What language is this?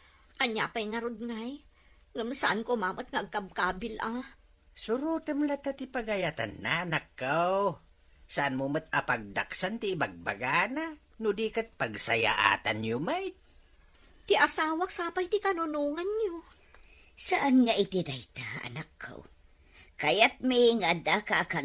Iloko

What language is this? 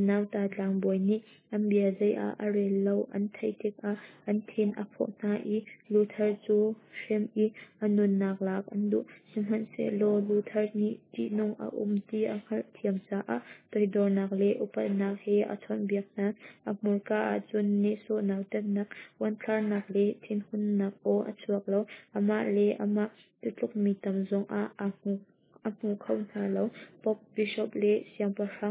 Hakha Chin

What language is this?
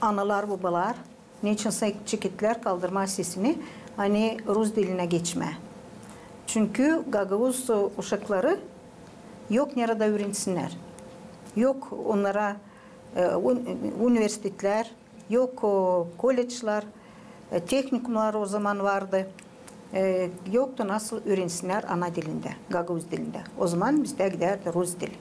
Gagauz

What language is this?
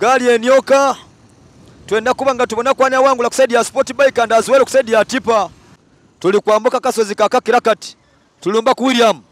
Soga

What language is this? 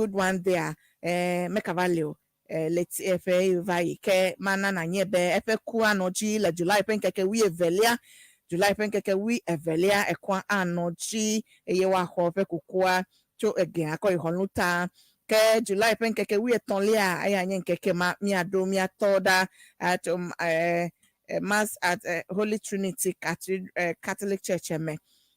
Ewe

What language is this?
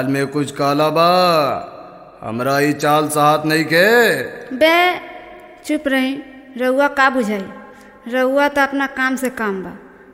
Bhojpuri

